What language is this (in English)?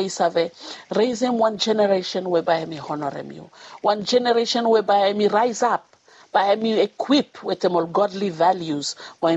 Bislama